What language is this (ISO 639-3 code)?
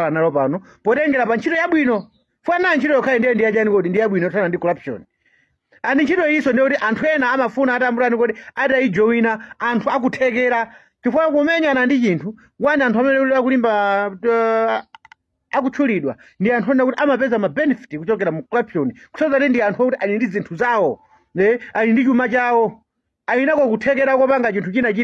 nya